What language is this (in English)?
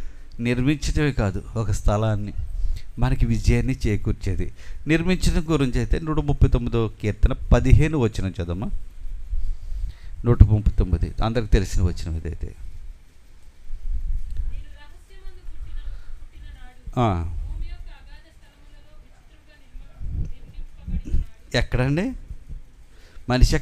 Telugu